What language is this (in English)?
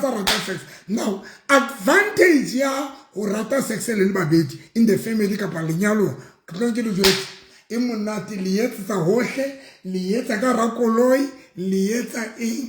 Southern Sotho